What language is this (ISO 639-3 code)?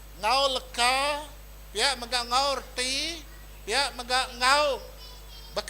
iba